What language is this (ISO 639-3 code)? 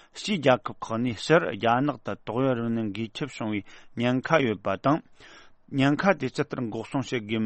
bod